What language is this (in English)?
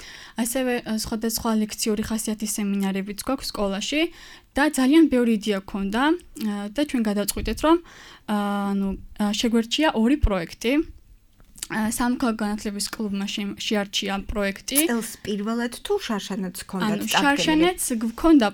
Georgian